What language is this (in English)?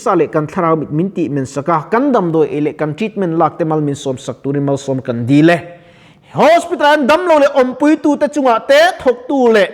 Mizo